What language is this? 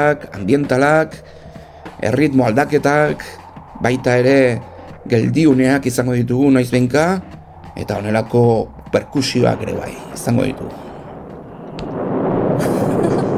Basque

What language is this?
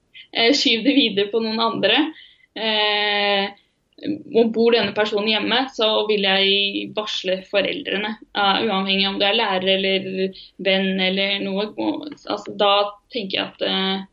Norwegian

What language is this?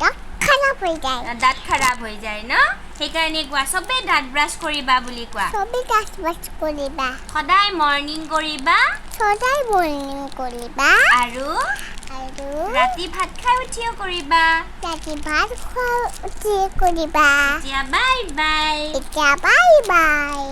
Assamese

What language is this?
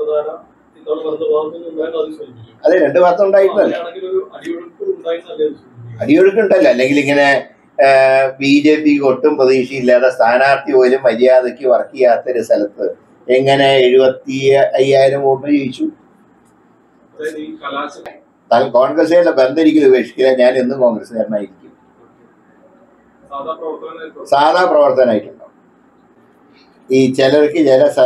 Malayalam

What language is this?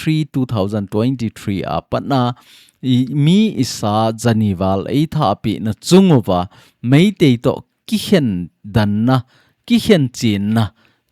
Thado Chin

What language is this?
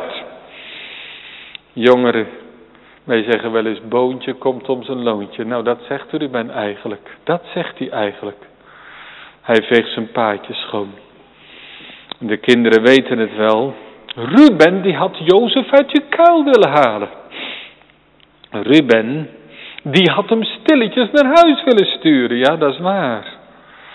Dutch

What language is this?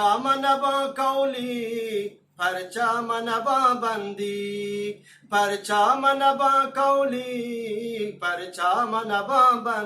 Eastern Balochi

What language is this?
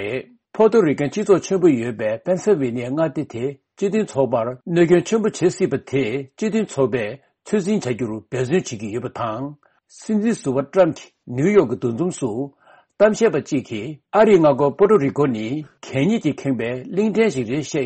Tibetan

